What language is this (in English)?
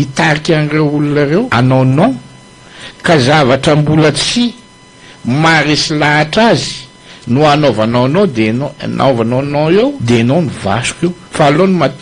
Malagasy